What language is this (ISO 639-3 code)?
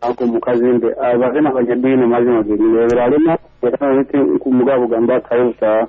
nyo